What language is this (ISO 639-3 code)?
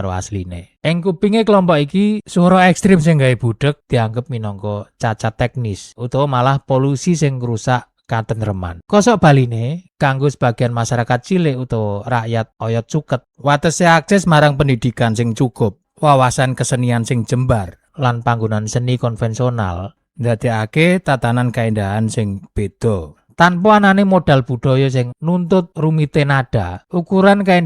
jav